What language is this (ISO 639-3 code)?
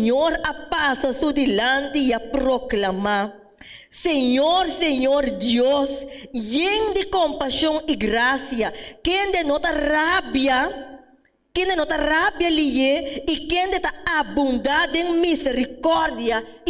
pap